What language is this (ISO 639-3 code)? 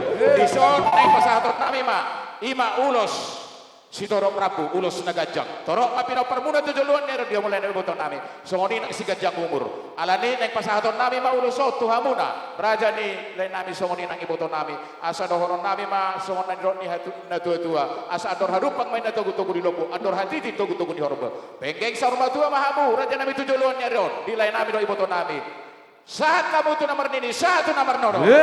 bbc